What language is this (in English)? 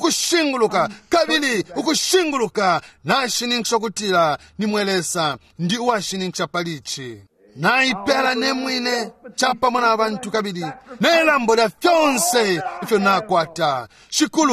Bemba